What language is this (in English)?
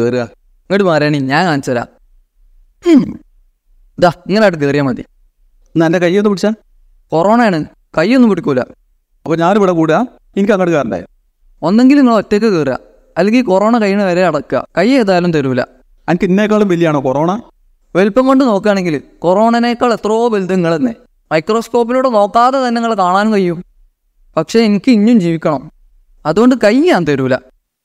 Malayalam